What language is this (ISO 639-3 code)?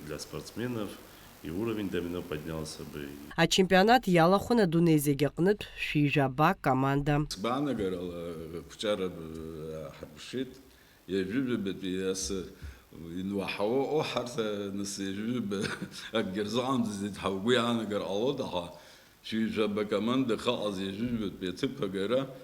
abk